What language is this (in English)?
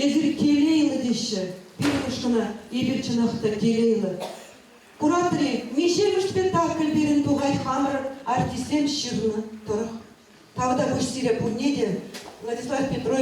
Chuvash